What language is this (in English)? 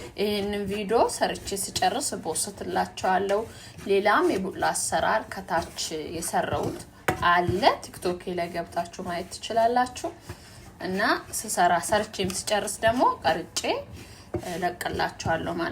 Amharic